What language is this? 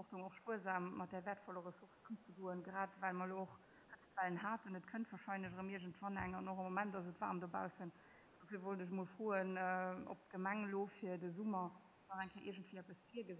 Luxembourgish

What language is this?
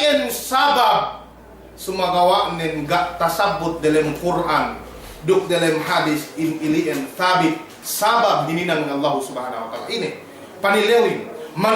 Yakan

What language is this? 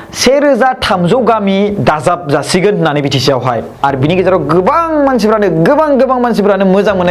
Bodo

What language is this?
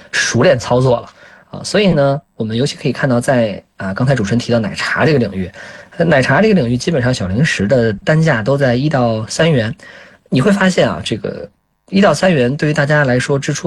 Chinese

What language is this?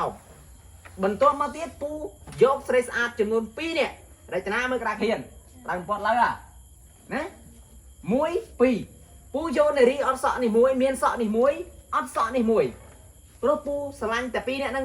Khmer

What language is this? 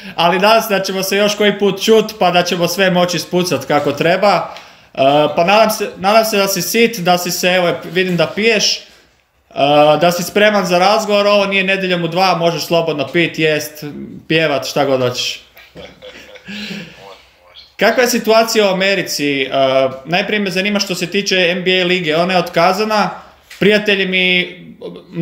Croatian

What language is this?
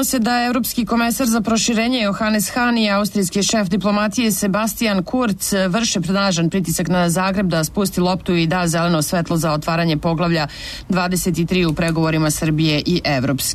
Serbian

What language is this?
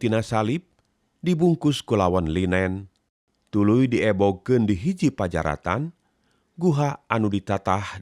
Sundanese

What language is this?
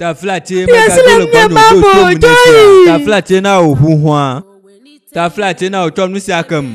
Ewe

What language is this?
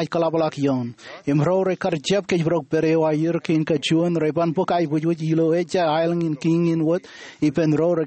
Marshallese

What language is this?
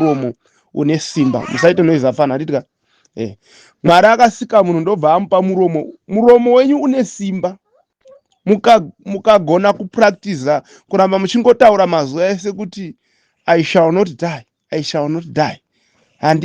Shona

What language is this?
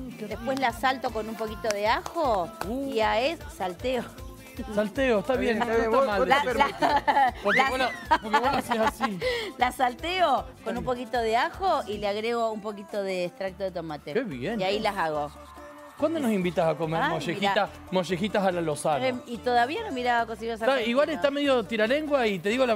Spanish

